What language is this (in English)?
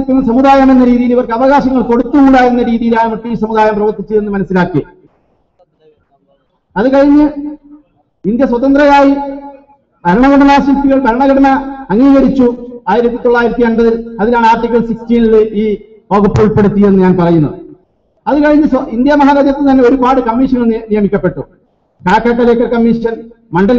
Malayalam